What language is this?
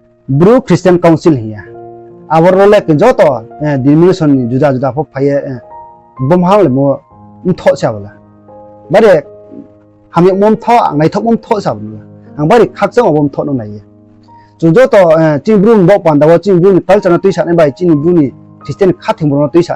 Riang (India)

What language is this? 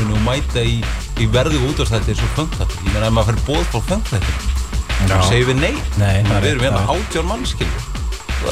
Icelandic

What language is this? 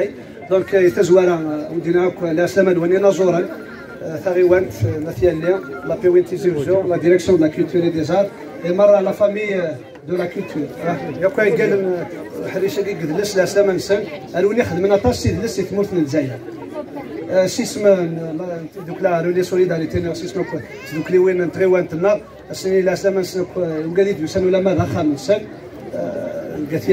Kabyle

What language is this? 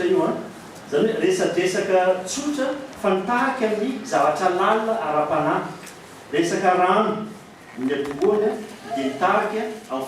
Malagasy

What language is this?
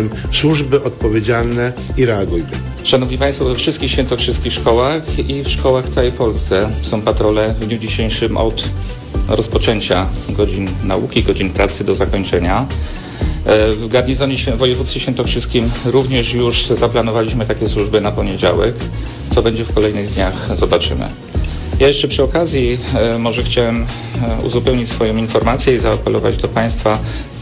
Polish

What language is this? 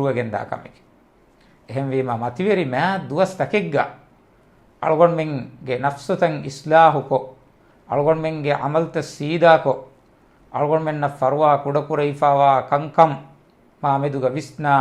Divehi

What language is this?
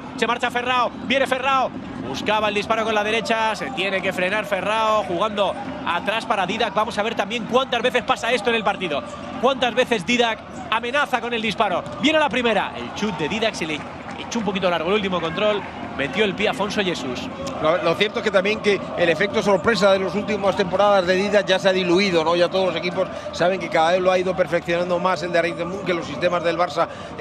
Spanish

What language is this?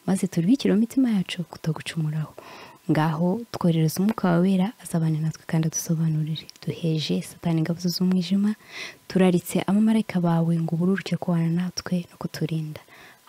Kinyarwanda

